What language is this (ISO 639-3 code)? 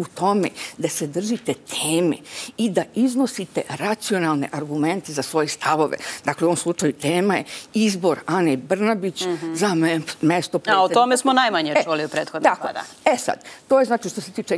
srp